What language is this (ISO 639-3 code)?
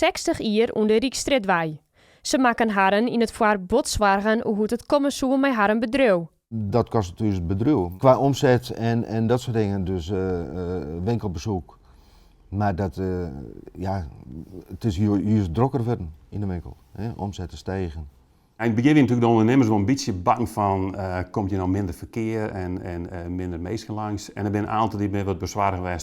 fry